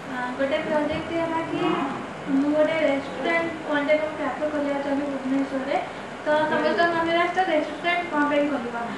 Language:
Odia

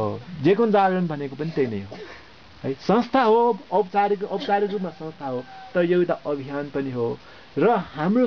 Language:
Nepali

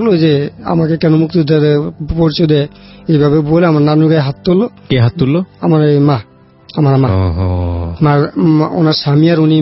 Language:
Bangla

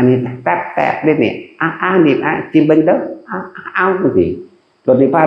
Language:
Northeastern Thai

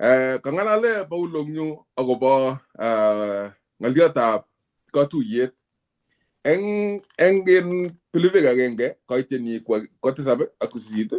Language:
Kalenjin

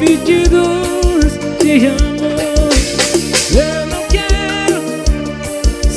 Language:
Portuguese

